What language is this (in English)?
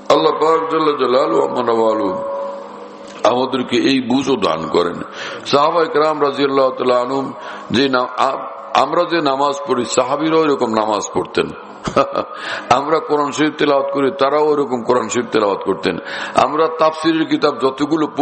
Bangla